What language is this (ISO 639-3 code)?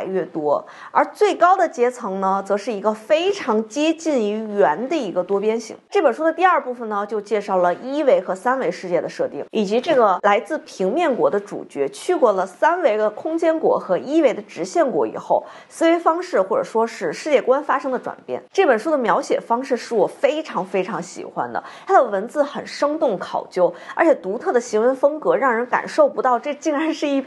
zho